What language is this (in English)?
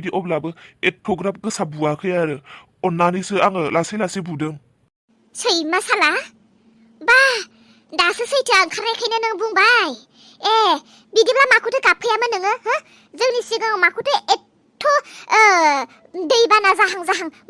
Bodo